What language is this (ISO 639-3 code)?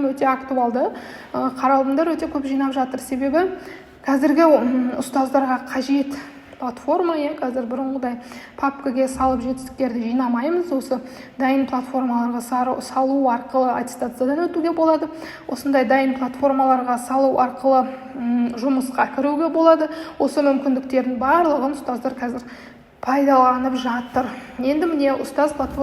kaz